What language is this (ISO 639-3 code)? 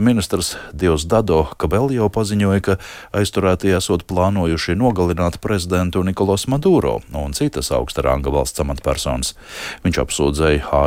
lav